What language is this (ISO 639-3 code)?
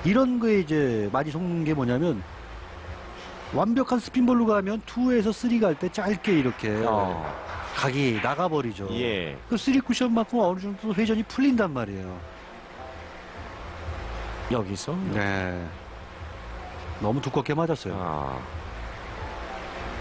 kor